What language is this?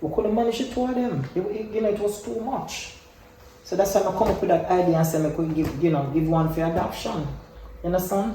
Jamaican Creole English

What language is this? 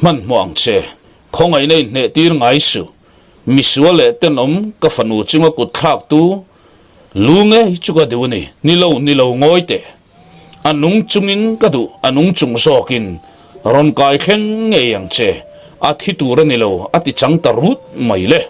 Mizo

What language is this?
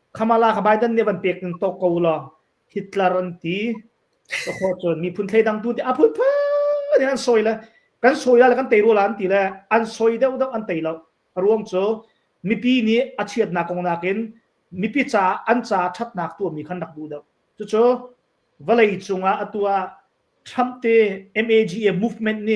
Hakha Chin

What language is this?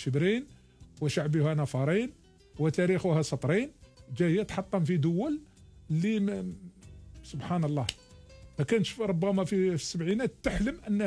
Algerian Arabic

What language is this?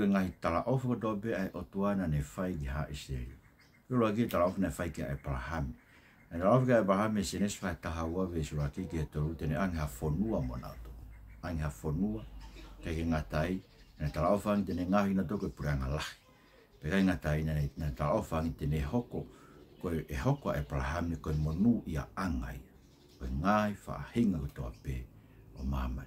Tongan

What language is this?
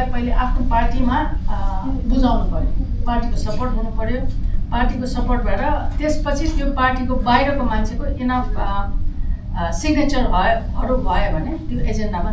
Nepali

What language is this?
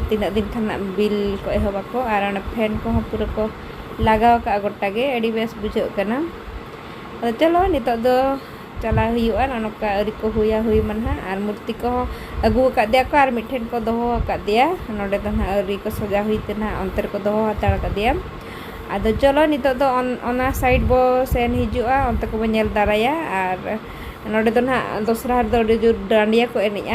Santali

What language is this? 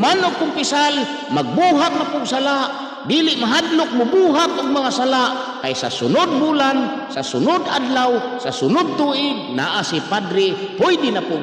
Cebuano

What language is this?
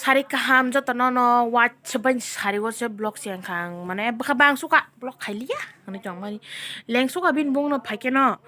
Kok Borok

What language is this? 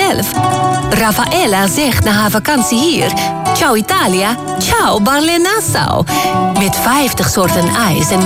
Dutch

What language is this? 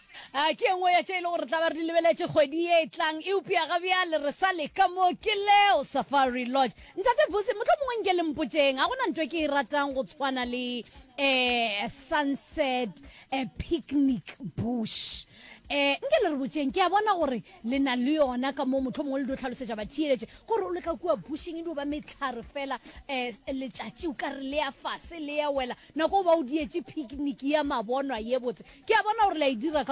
Northern Sotho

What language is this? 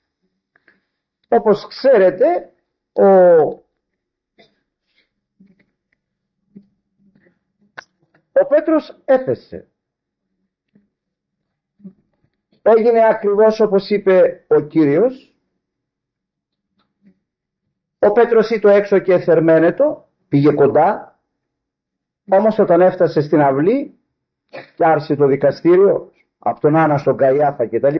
Greek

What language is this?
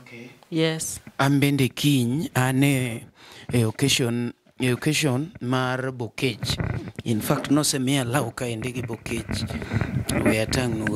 Luo (Kenya and Tanzania)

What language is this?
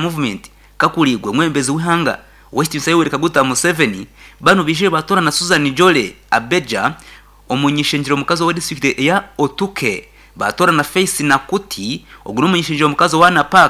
Nyankole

